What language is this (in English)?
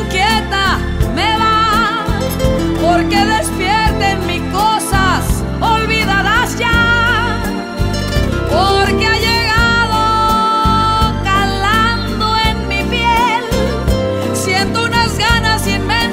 Spanish